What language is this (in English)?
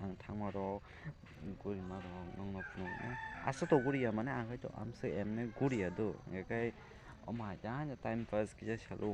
Kok Borok